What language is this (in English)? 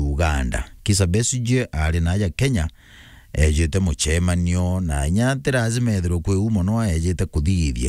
Meru